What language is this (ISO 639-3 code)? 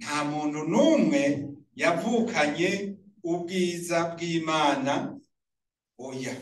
run